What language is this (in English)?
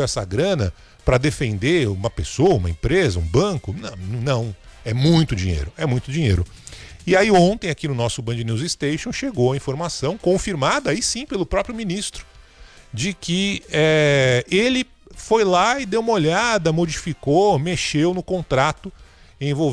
Portuguese